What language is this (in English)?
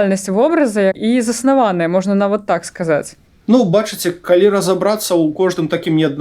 Belarusian